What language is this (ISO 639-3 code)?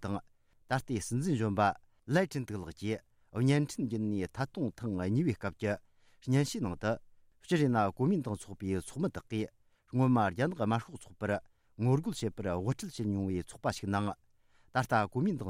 bod